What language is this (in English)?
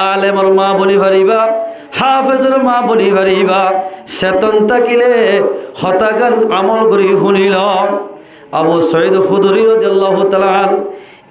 Rohingya